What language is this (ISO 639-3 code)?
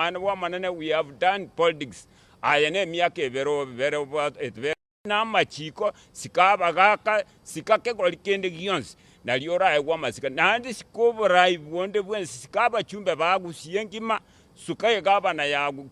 guz